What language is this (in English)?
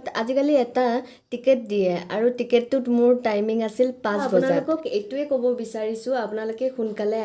Assamese